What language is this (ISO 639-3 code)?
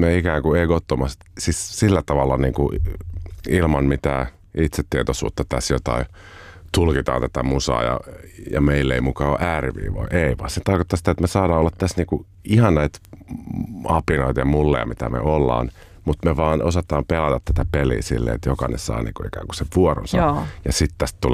fin